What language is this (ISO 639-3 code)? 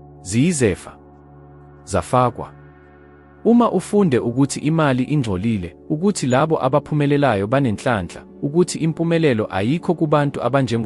zul